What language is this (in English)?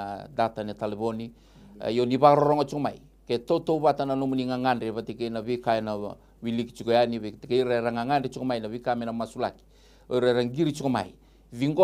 Fijian